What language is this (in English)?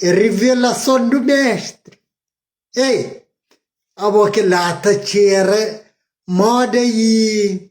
Kabuverdianu